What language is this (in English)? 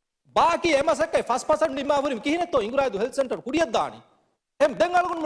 Divehi